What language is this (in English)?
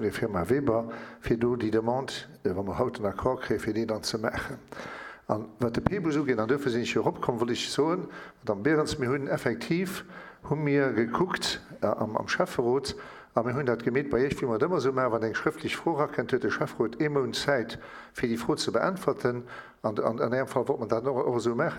Luxembourgish